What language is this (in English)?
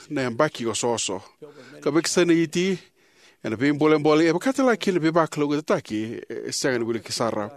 Fijian